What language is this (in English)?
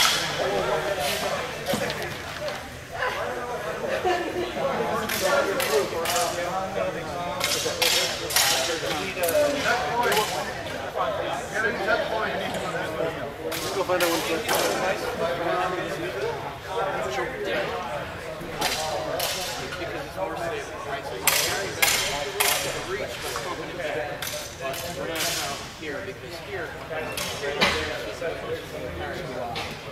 English